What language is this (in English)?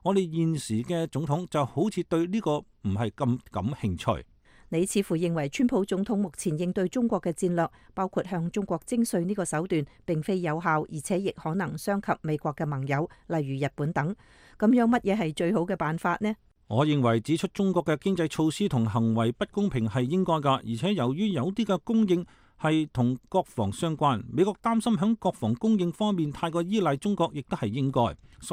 Cantonese